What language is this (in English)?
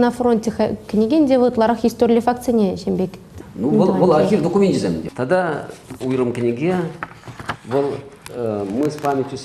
Chuvash